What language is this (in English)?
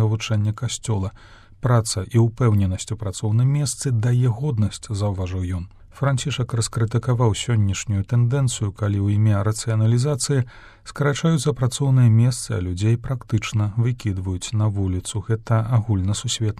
Belarusian